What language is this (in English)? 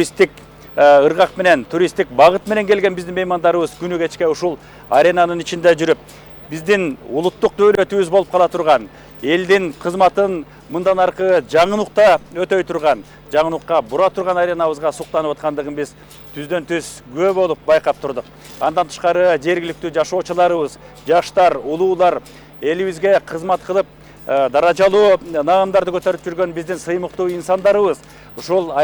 Kyrgyz